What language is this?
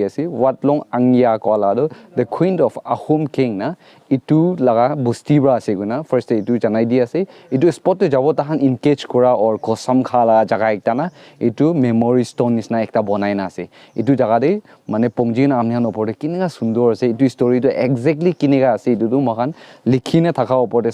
Naga Pidgin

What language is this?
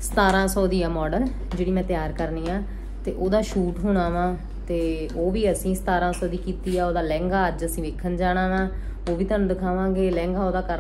Punjabi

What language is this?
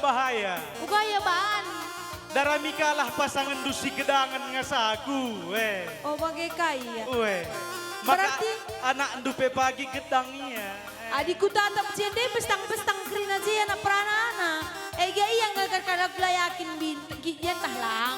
Batak Karo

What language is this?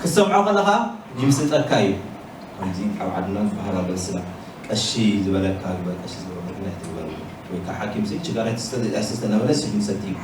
Tigrinya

